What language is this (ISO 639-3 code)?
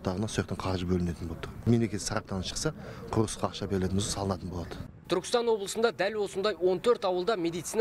kaz